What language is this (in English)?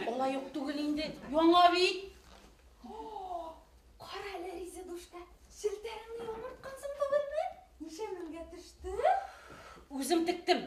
Bashkir